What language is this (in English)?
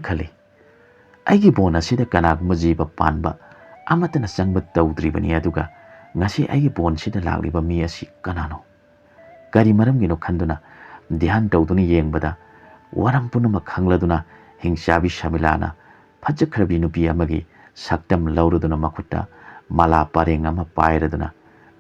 Manipuri